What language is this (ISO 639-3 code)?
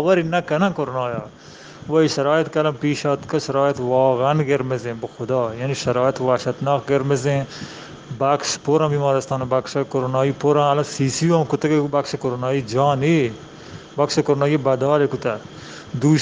bgp